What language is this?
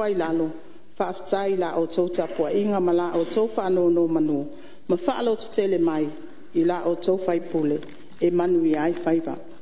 Samoan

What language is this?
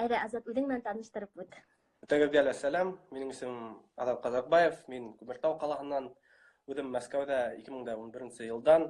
Bashkir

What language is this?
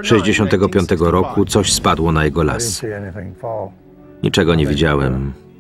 Polish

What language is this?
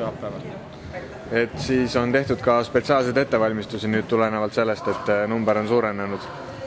Estonian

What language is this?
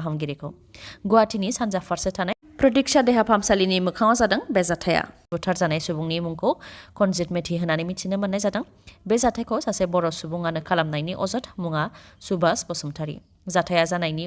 Bodo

